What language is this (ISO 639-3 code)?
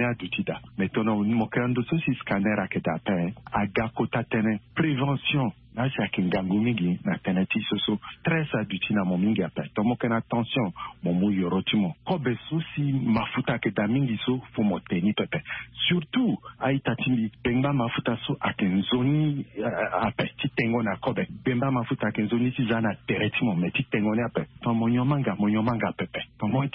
sag